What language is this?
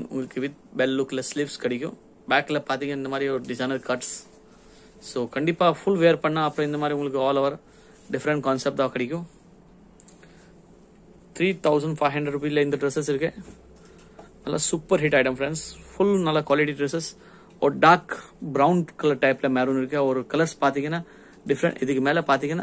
Tamil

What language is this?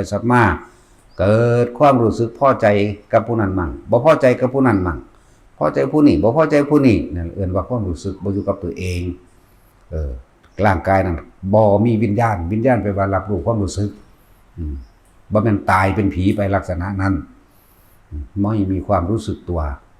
Lao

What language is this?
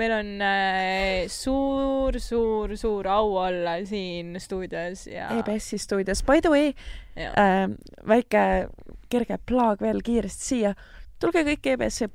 Estonian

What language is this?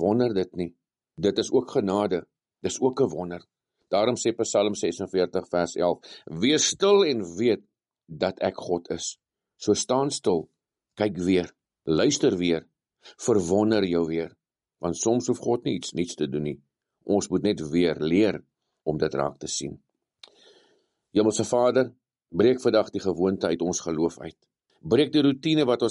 Afrikaans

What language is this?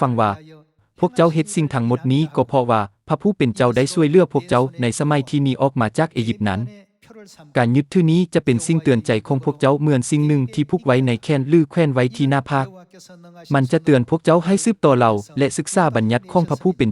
Lao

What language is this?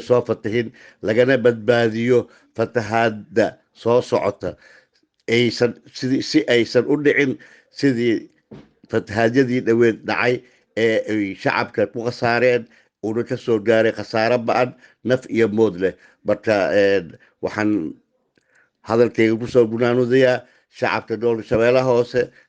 Somali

